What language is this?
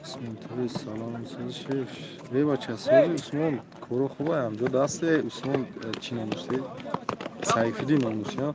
Tajik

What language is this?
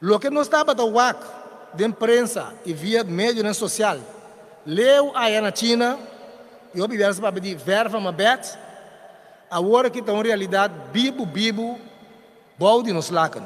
Papiamento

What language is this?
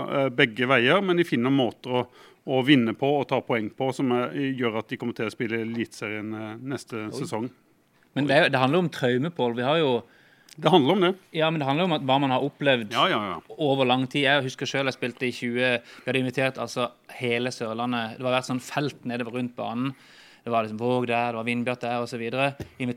Norwegian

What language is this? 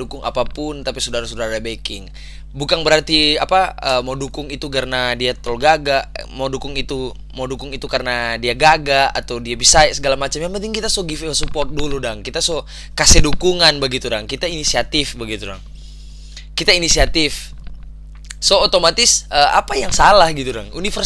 Manado Malay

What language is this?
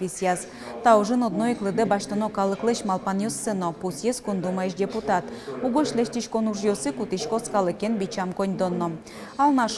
Udmurt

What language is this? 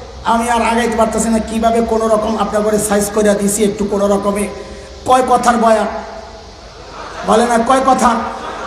Bangla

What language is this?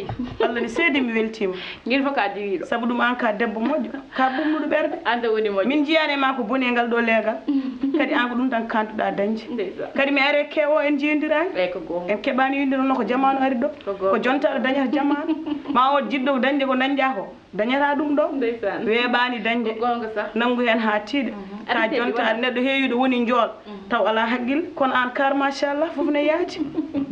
Fula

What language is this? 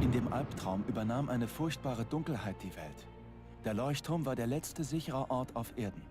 Bavarian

